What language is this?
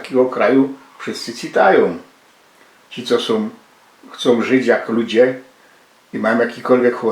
Silesian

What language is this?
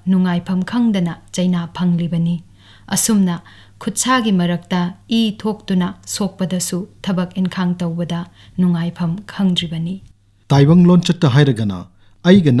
Manipuri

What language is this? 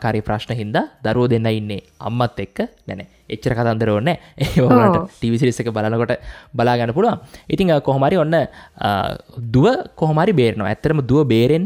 Sinhala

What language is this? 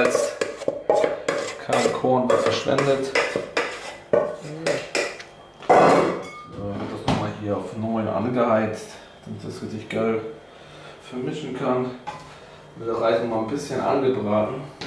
German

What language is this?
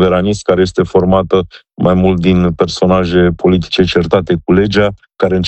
Romanian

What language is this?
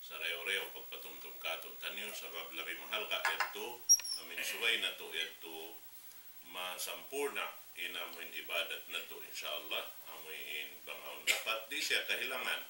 Tausug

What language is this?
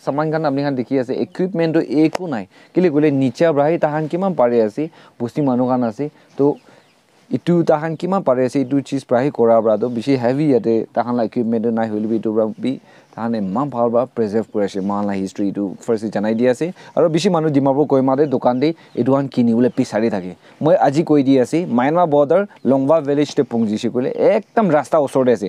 Naga Pidgin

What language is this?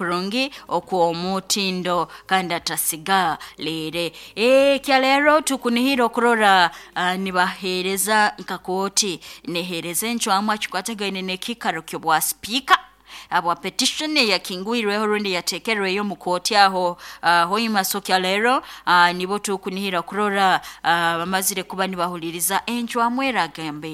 Nyoro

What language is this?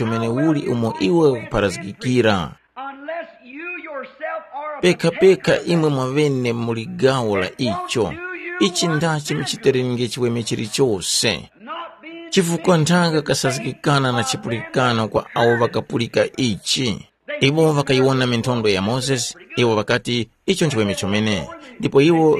Tumbuka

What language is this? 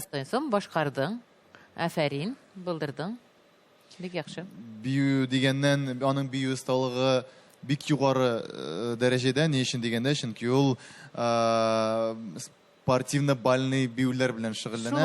Tatar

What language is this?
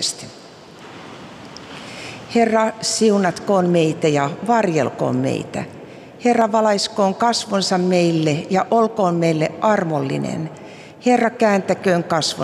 Finnish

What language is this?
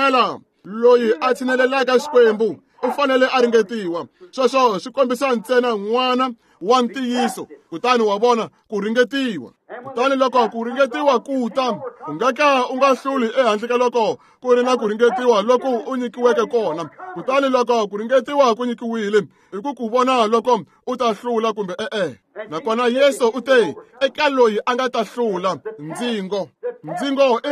Tsonga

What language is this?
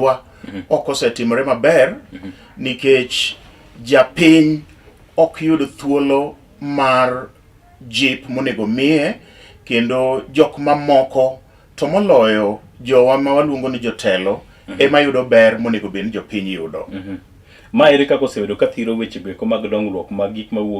Luo (Kenya and Tanzania)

